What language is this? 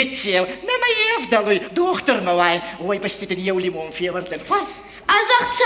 Ossetic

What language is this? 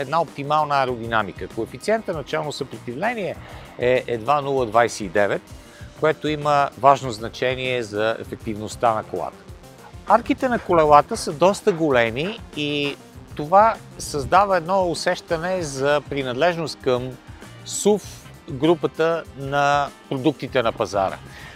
Bulgarian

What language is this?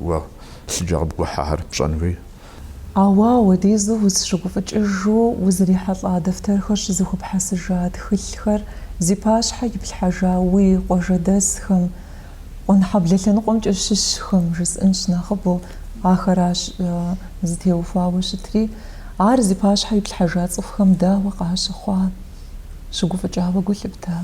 Kabardian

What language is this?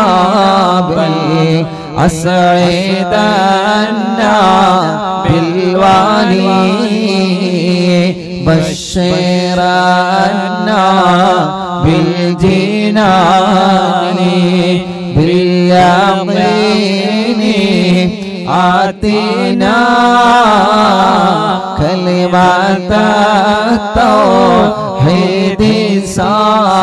Malayalam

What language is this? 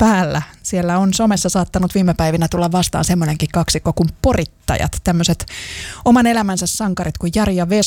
Finnish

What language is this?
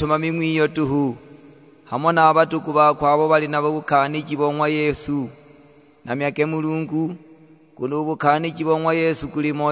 Sukuma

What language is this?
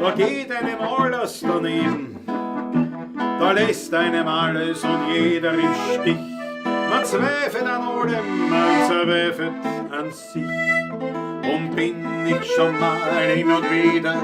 Bavarian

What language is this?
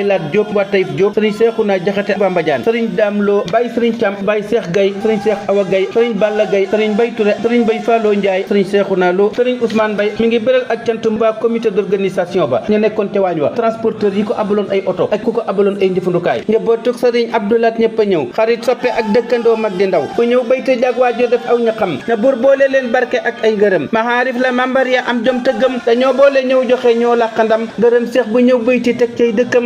Wolof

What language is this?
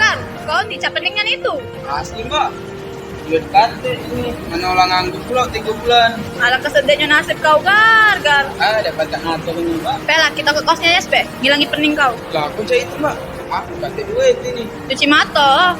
Musi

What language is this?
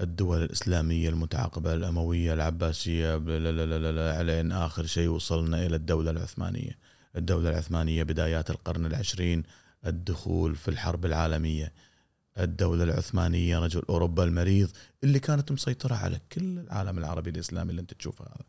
Gulf Arabic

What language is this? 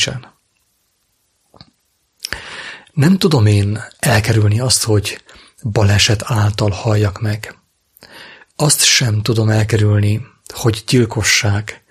Hungarian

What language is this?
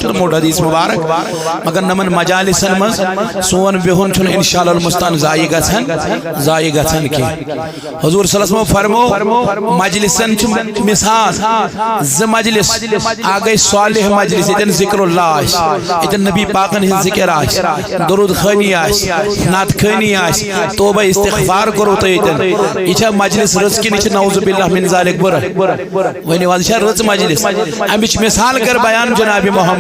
Kashmiri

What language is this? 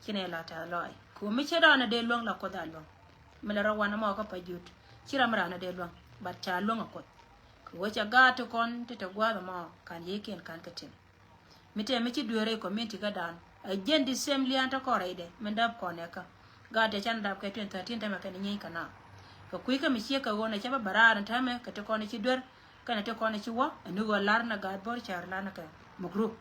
Nuer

